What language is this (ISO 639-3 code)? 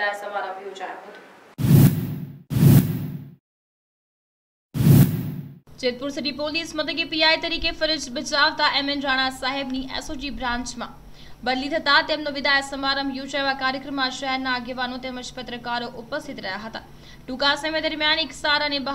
guj